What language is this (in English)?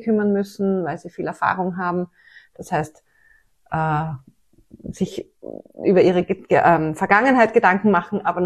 German